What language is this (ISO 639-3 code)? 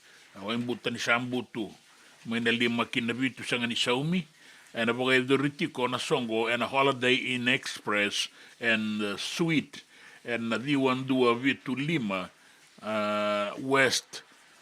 fij